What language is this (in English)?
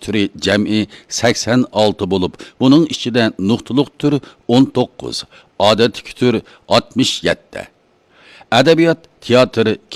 Uyghur